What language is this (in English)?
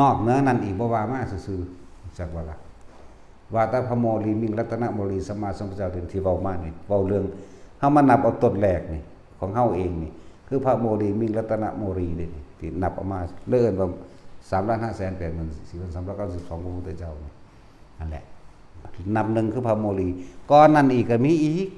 Northeastern Thai